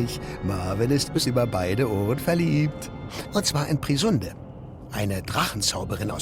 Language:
Swiss German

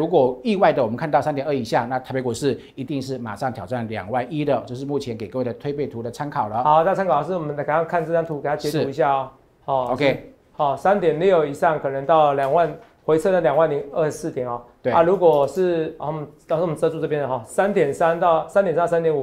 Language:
Chinese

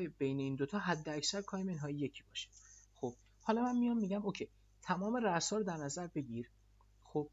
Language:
Persian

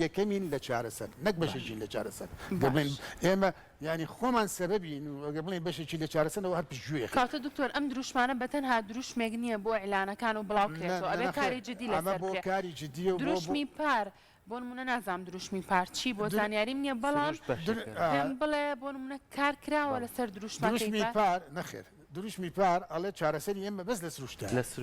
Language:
Central Kurdish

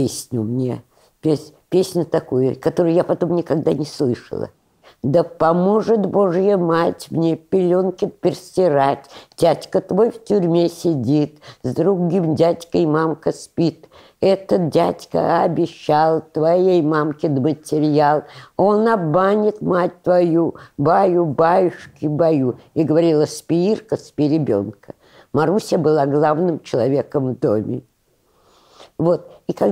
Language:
Russian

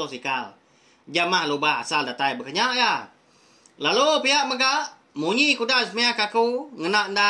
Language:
Iban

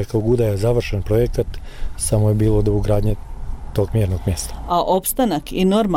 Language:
Bosnian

